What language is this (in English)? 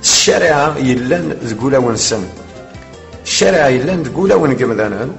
Kabyle